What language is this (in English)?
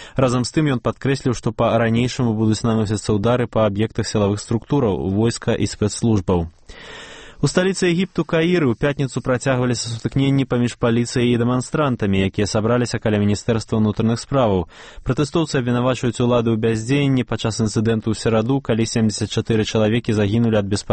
Belarusian